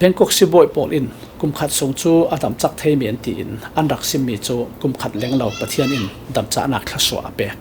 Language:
Falam Chin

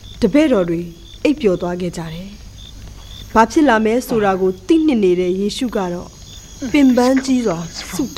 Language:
Burmese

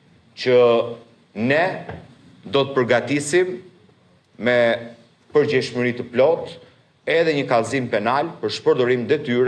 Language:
Albanian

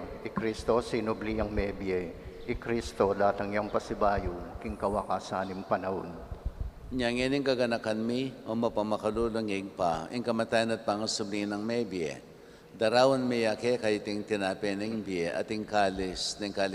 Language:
Pampanga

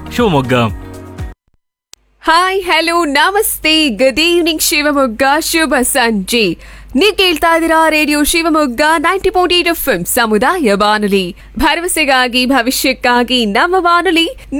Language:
Kannada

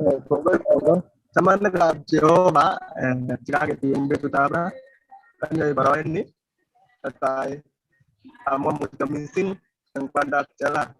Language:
Kalenjin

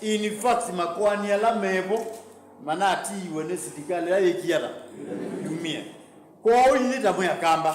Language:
Kamba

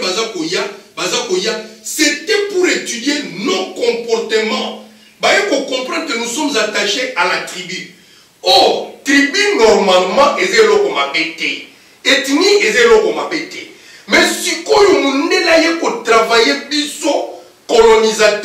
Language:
Lingala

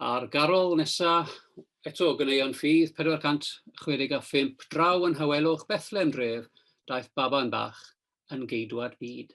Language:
Welsh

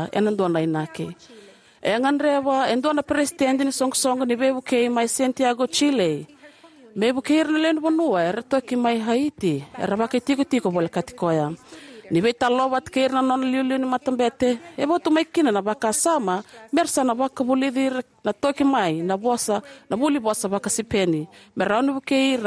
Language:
Fijian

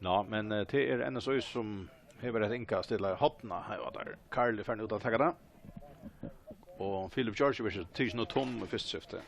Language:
Faroese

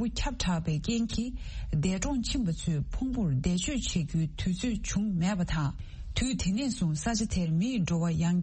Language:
Tibetan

